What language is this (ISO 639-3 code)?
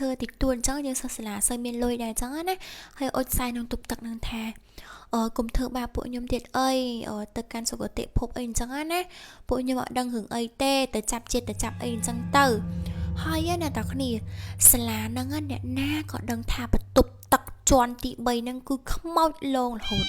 khm